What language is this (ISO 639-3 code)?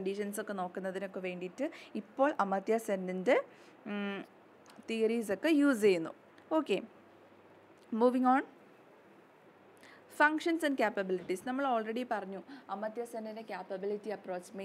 mal